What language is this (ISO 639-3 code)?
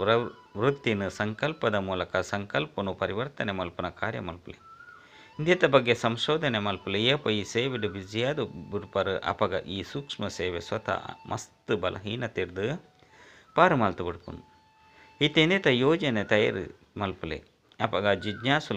tcy